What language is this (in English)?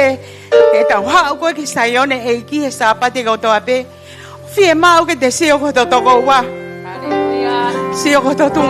Tongan